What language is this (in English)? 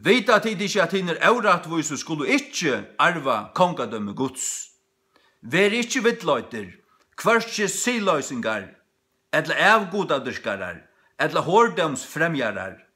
Faroese